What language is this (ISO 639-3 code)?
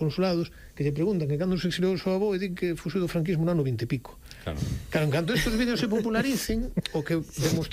glg